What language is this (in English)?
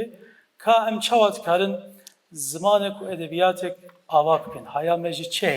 Kurdish